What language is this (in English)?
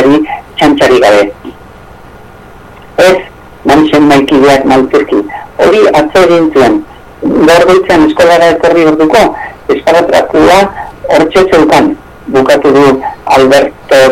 Basque